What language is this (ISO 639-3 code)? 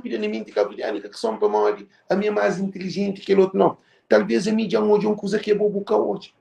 kea